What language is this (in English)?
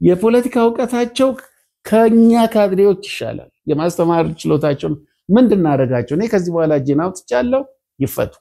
Amharic